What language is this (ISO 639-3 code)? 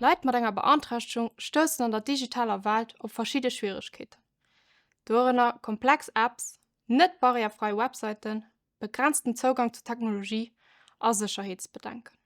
ltz